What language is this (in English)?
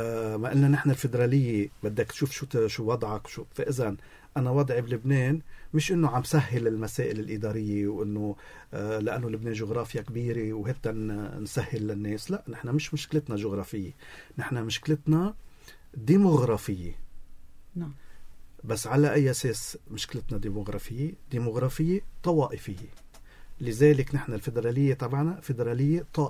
North Levantine Arabic